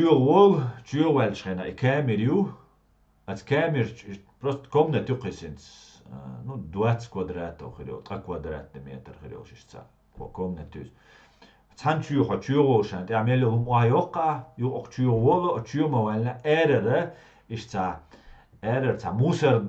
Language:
Chechen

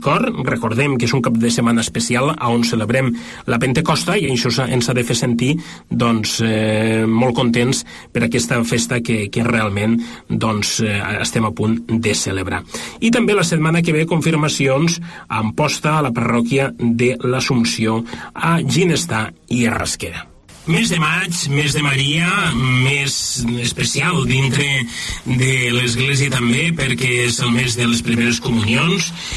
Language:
Catalan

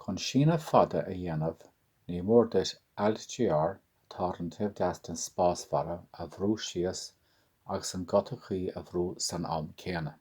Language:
Irish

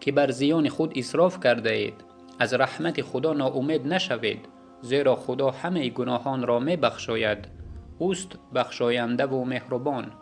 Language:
Yazgulyam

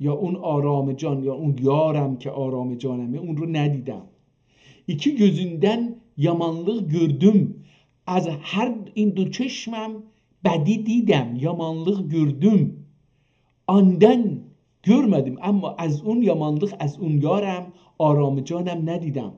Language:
South Azerbaijani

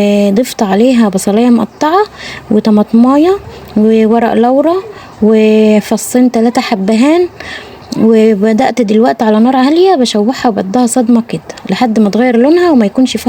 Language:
Egyptian Arabic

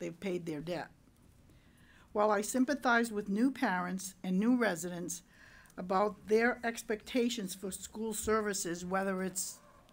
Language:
English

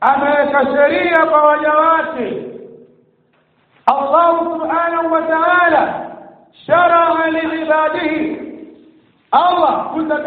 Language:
Swahili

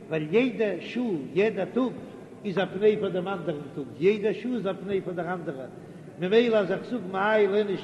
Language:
Yiddish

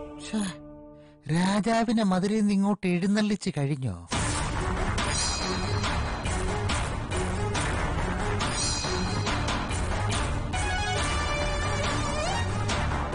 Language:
Malayalam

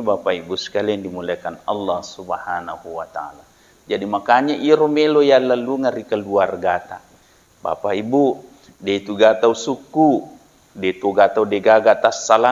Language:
Buginese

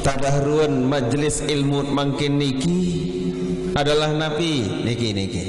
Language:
Sasak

